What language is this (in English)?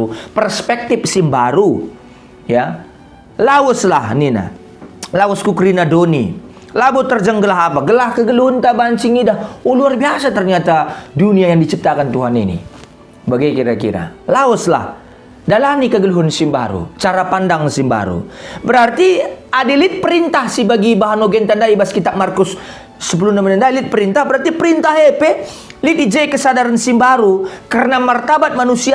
Batak Karo